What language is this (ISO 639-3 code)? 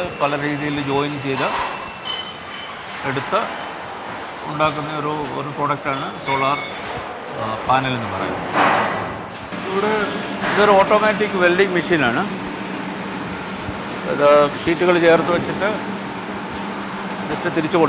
mal